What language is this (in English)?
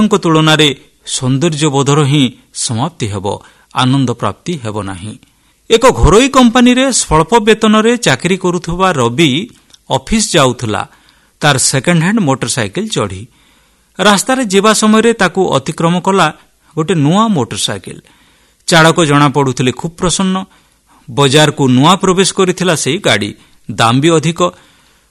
Odia